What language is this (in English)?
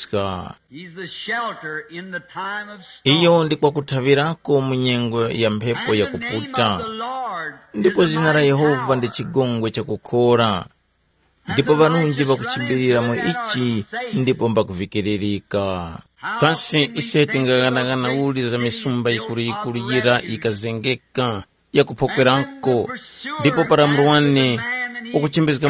Tumbuka